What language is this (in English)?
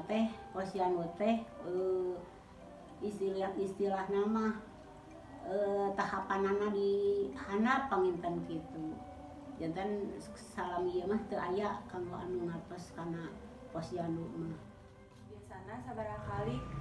Sundanese